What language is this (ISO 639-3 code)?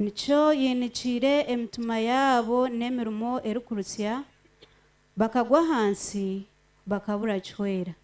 nyn